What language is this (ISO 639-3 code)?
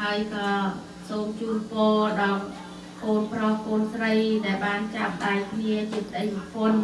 khm